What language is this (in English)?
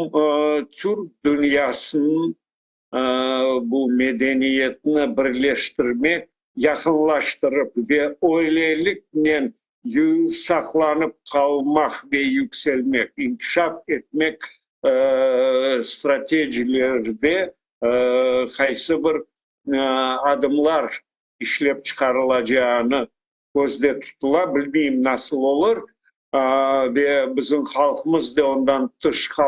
Crimean Tatar